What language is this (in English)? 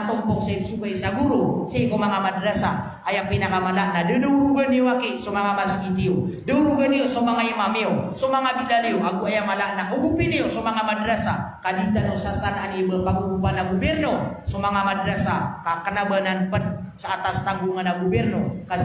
Maranao